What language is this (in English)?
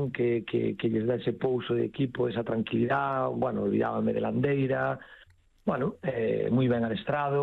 Galician